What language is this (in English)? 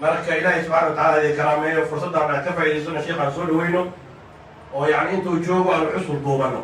Somali